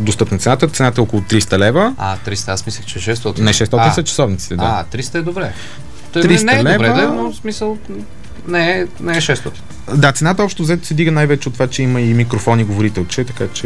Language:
Bulgarian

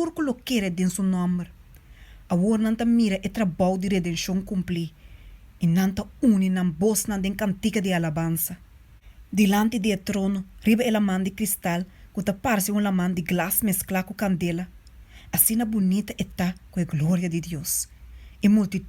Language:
Papiamento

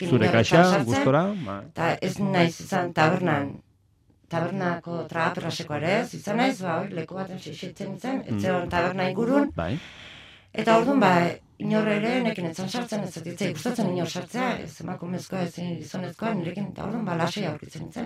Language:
Basque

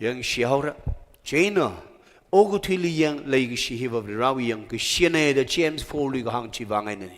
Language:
Tangkhul Naga (India)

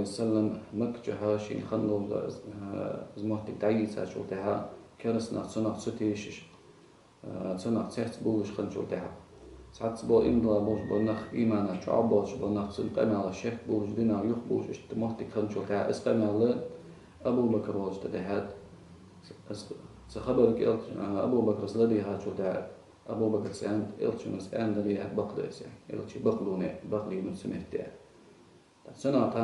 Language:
Ingush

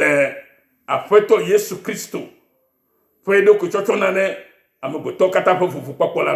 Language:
Ewe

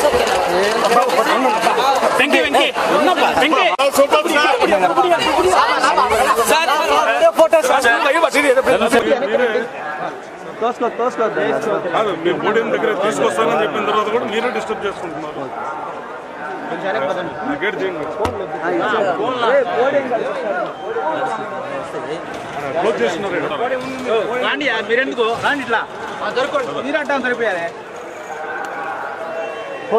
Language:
Telugu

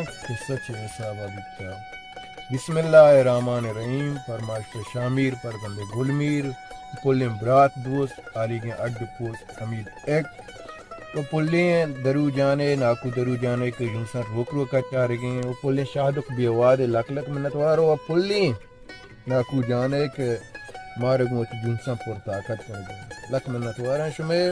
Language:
Baluchi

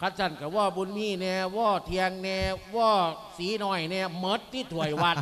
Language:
Lao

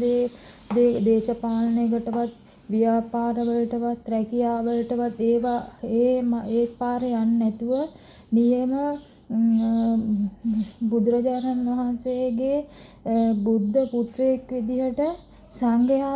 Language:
Sinhala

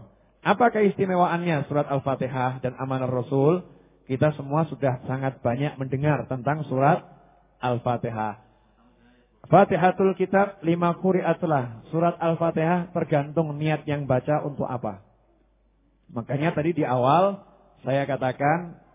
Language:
Indonesian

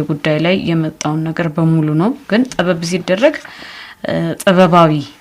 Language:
Amharic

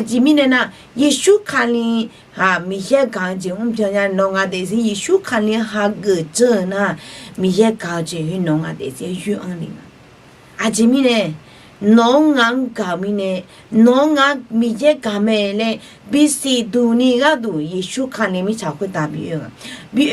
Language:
Akha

